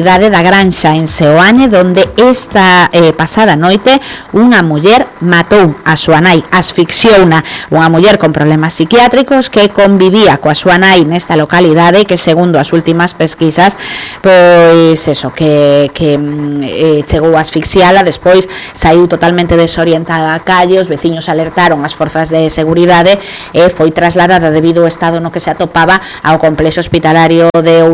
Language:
Galician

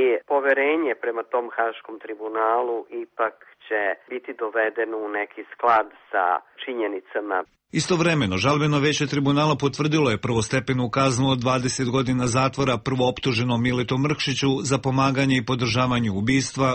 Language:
Serbian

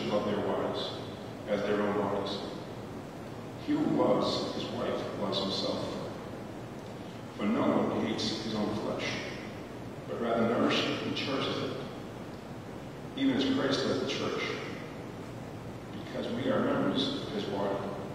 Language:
English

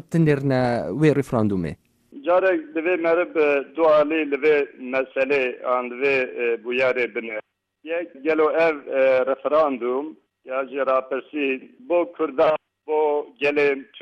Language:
Kurdish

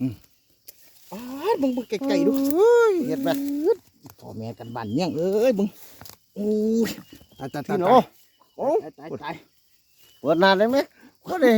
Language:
Northeastern Thai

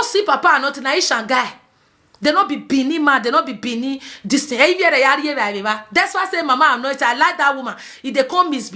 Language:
Nigerian Pidgin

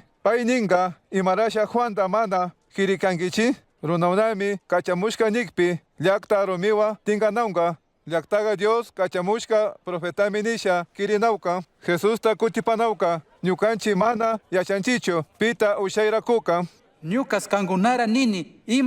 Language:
Chimborazo Highland Quichua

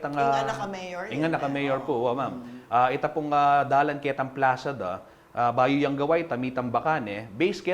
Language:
Pampanga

